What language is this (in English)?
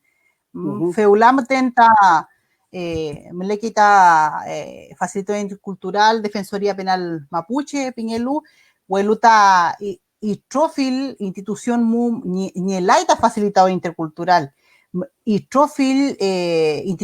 Mapuche